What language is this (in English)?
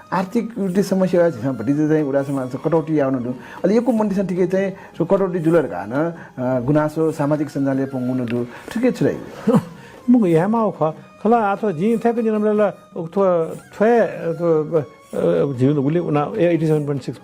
Newari